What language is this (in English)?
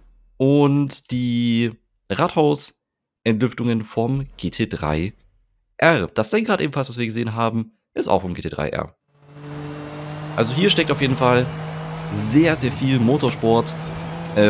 German